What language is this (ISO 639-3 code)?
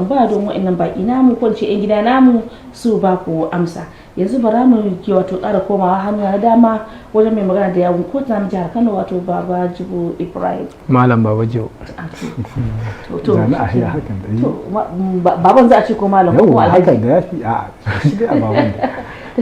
hau